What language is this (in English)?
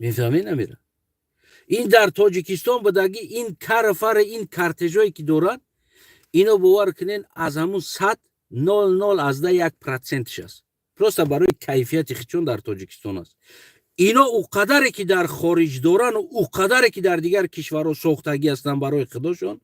Tajik